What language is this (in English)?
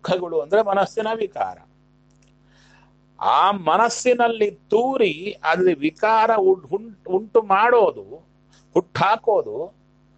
Kannada